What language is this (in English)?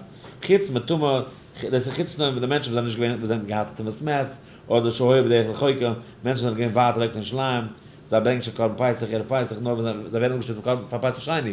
Yiddish